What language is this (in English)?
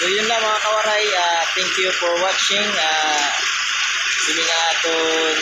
Waray